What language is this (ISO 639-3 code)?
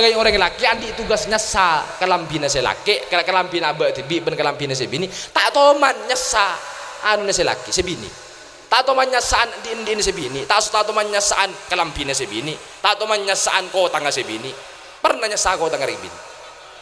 mad